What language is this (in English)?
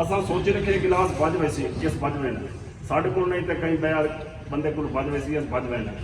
Saraiki